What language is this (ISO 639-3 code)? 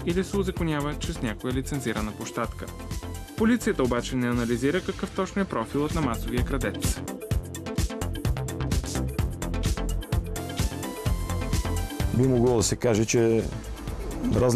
bul